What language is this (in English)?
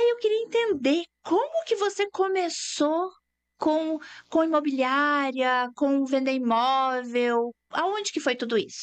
Portuguese